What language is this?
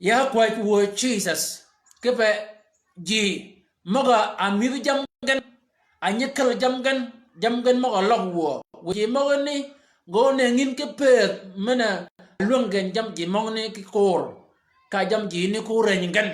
Shilluk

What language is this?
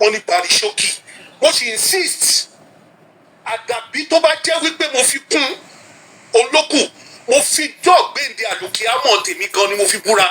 Yoruba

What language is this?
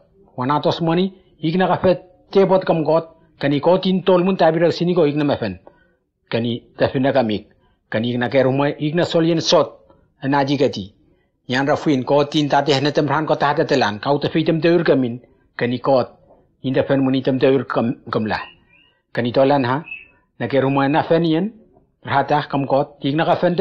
Whitesands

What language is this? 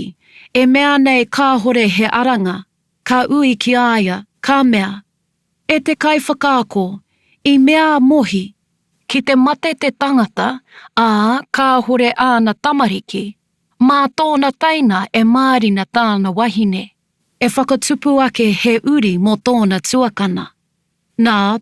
Māori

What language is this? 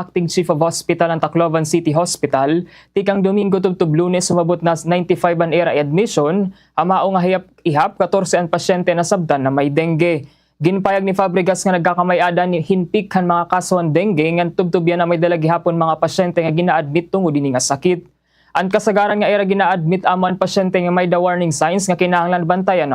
Waray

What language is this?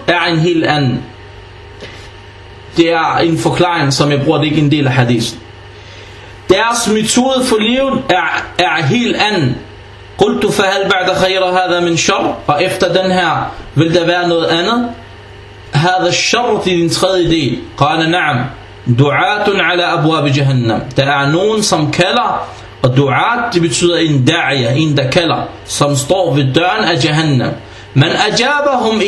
Danish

